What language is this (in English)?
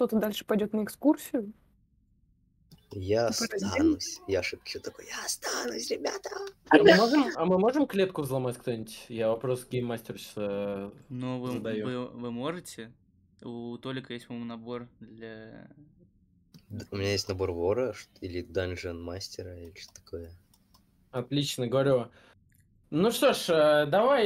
Russian